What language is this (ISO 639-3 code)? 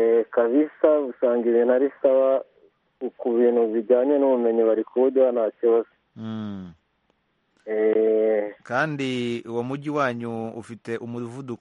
kin